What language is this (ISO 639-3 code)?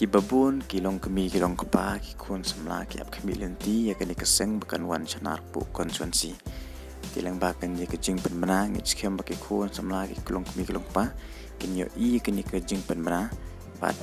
kha